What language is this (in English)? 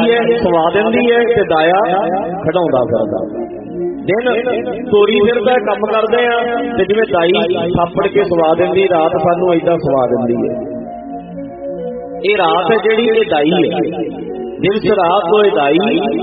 Punjabi